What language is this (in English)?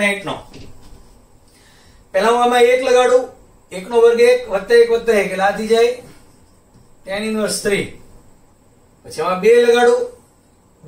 Gujarati